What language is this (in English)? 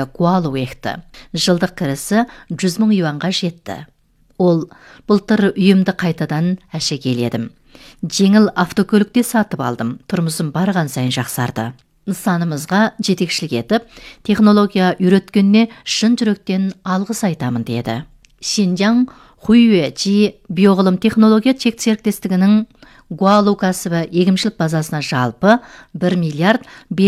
Kazakh